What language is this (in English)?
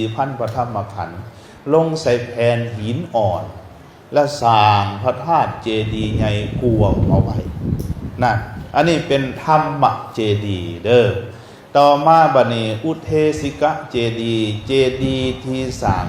Lao